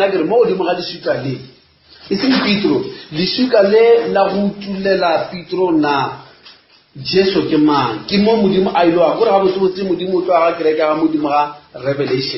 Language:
Northern Sotho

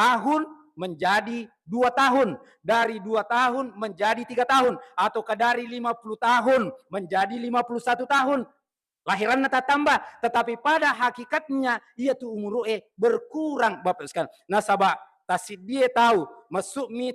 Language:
Buginese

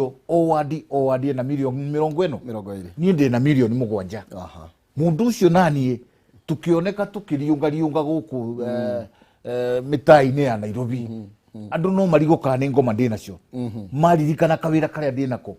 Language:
Kikuyu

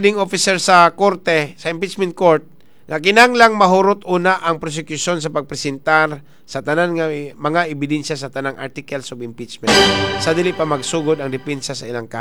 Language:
Cebuano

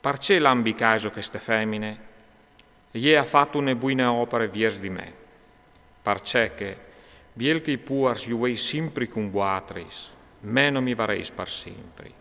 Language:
Friulian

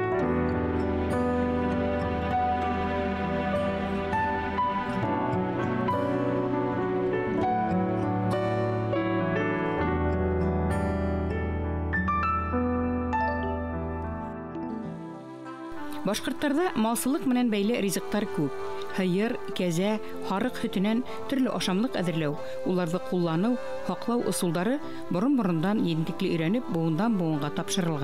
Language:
Bashkir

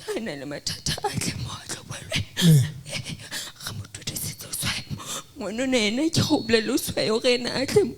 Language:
Southern Sotho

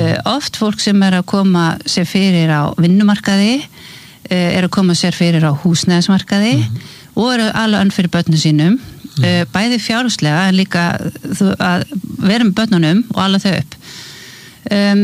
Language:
Icelandic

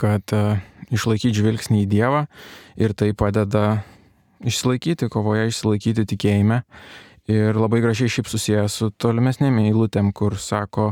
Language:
Lithuanian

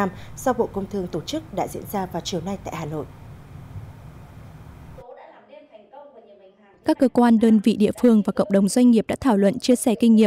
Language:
Vietnamese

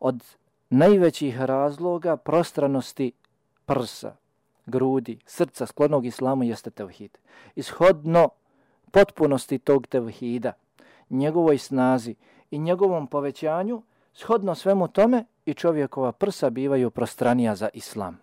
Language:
Bosnian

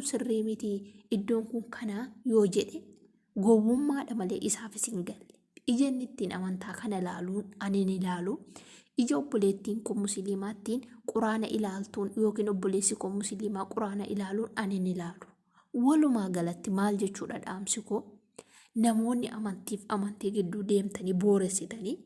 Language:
Oromo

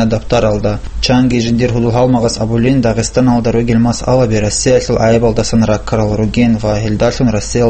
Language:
Avaric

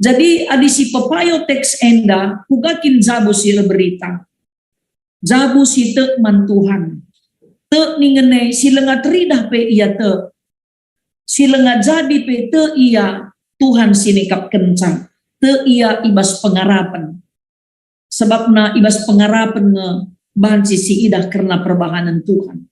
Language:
Batak Karo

